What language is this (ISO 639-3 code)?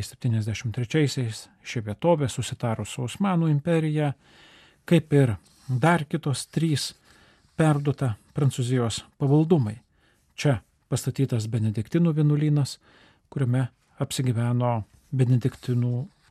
lit